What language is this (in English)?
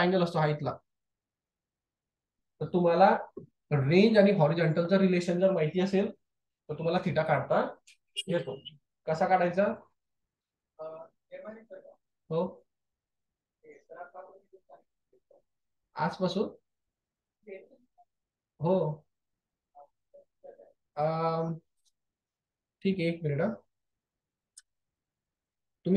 Marathi